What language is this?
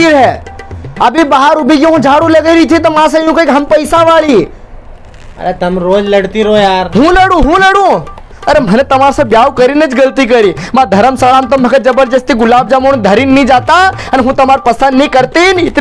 Rajasthani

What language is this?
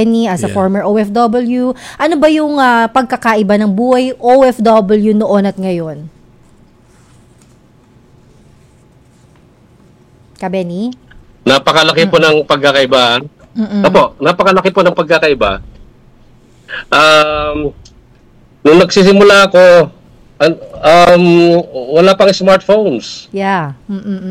Filipino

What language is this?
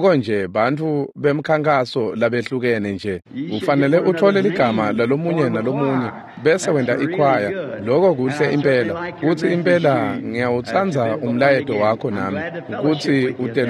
Swati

